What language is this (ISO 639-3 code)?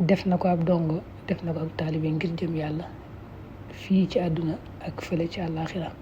wol